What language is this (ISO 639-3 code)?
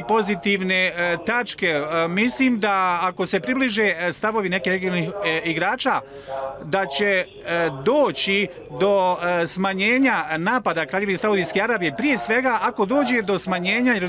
bos